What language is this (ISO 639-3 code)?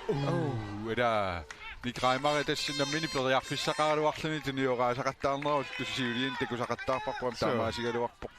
kal